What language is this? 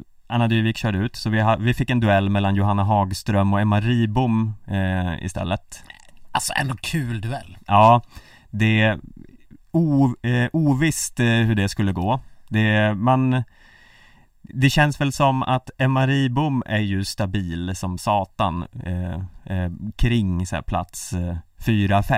Swedish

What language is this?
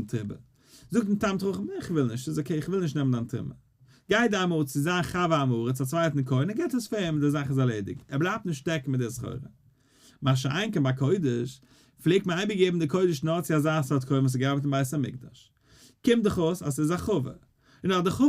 Yiddish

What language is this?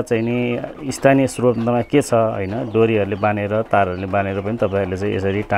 Nepali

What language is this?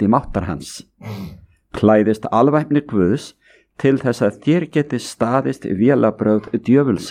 Icelandic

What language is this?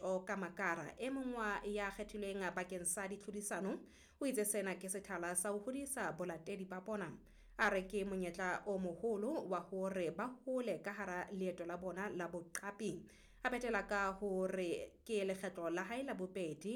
Southern Sotho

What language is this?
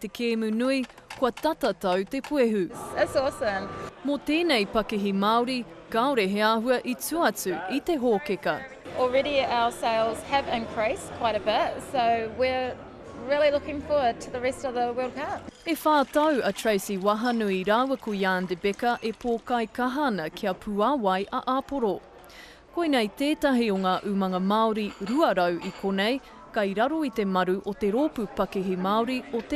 Māori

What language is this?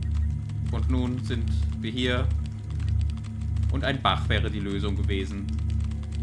German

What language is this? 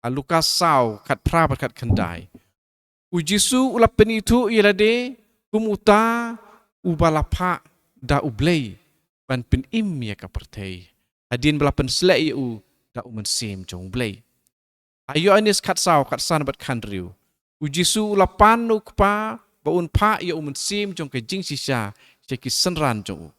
Khasi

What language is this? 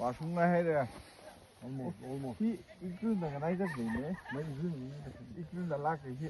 Tangkhul Naga (India)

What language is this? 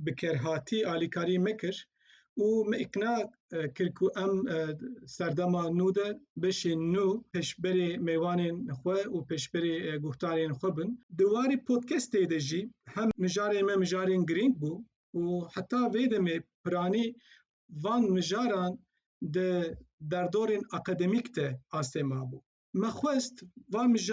Kurdish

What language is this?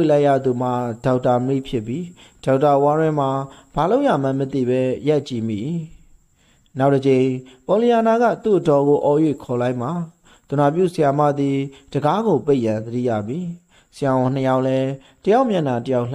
Burmese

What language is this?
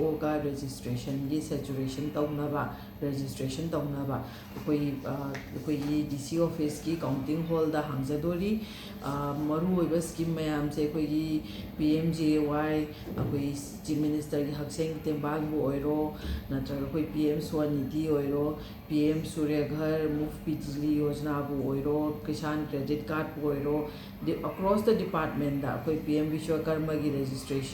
Manipuri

